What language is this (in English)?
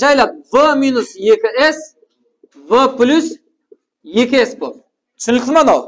Kara-Kalpak